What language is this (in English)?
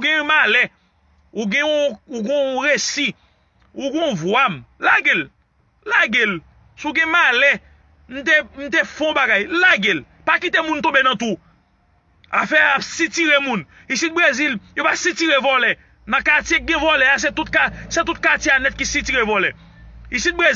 Haitian Creole